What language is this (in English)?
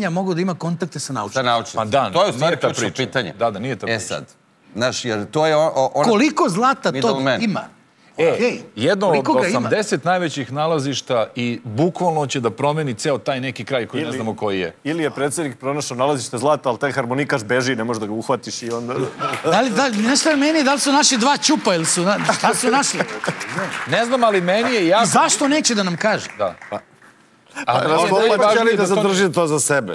Serbian